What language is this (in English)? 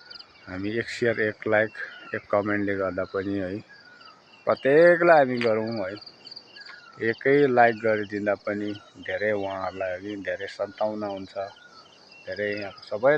Nepali